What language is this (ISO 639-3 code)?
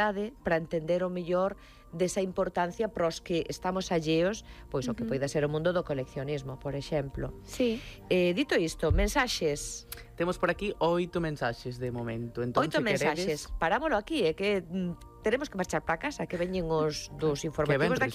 glg